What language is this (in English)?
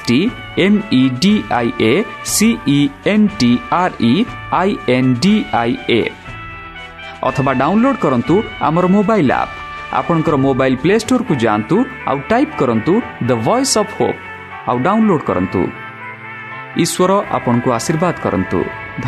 Odia